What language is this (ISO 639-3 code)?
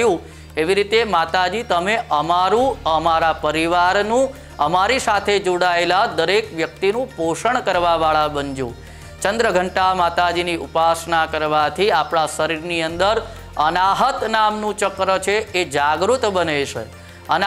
guj